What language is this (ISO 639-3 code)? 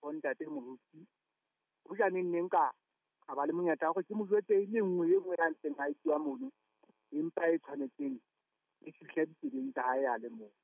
sot